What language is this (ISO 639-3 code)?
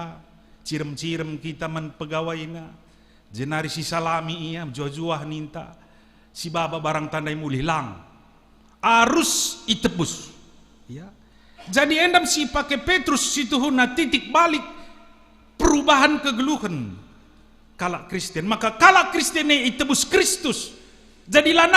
btx